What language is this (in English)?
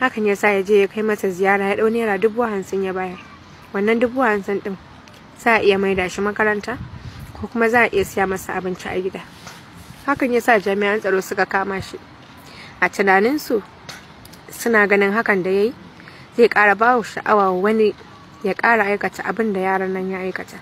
Hausa